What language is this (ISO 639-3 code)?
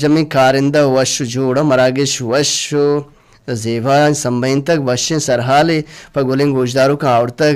bal